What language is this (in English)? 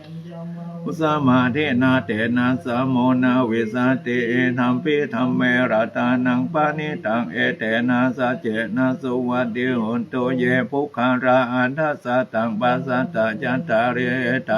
Pali